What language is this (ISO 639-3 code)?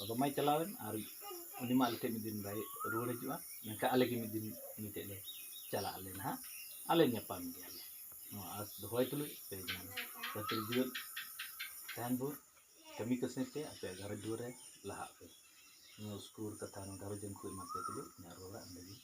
sat